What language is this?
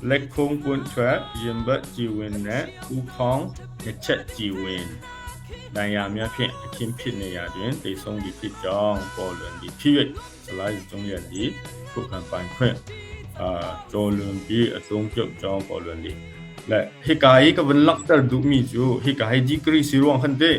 Hakha Chin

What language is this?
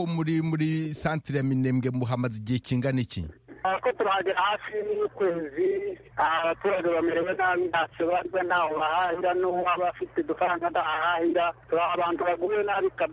Kinyarwanda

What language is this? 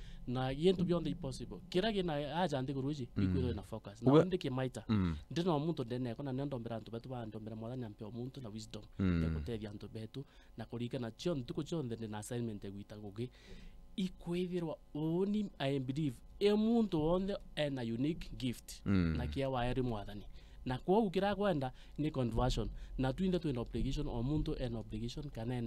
Meru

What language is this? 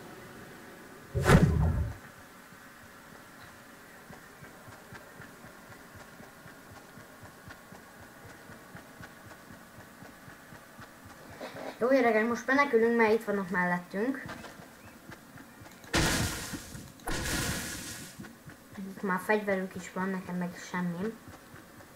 Hungarian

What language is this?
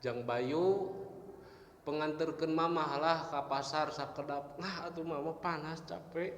Sundanese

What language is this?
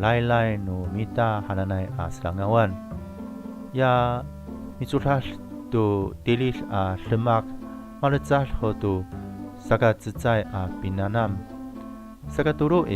Amis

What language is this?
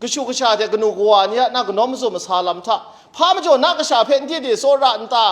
Kachin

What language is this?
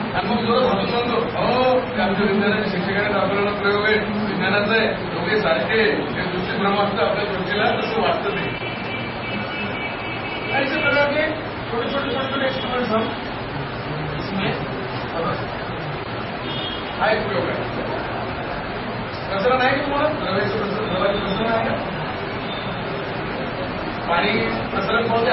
Marathi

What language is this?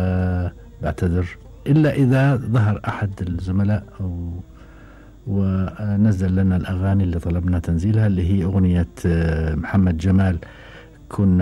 Gulf Arabic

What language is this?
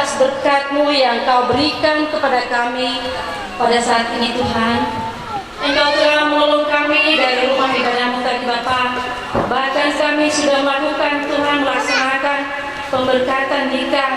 Nias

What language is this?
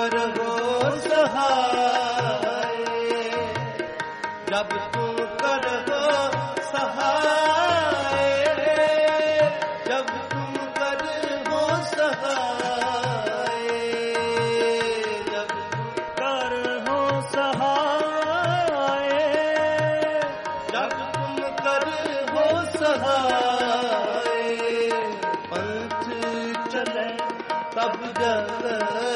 Punjabi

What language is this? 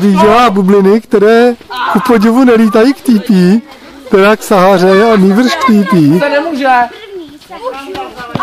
Czech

